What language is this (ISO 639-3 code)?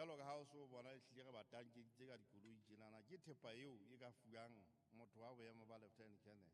sot